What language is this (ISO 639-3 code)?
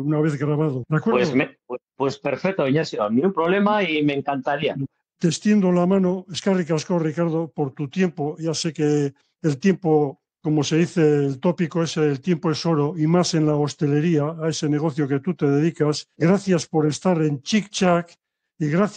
spa